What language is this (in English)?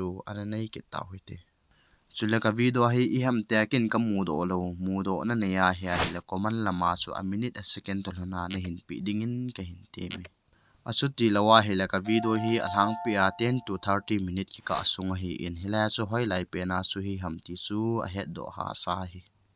Thado Chin